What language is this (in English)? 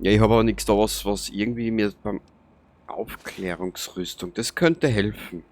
Bavarian